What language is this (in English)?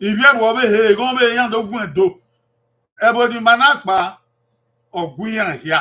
Bini